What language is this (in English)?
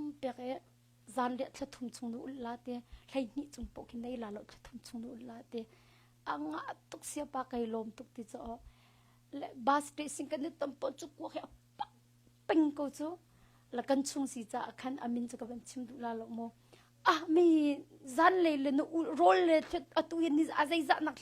Hakha Chin